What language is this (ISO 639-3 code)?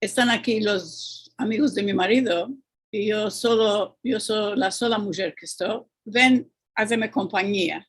lad